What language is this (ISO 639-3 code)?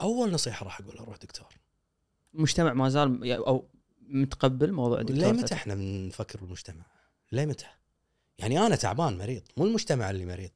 afb